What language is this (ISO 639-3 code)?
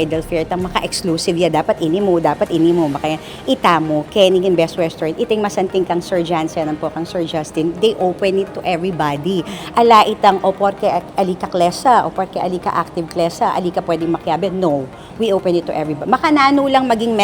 pam